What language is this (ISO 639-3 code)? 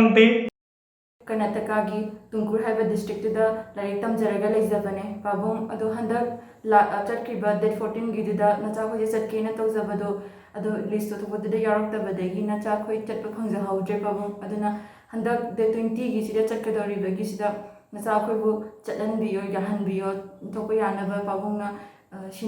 mni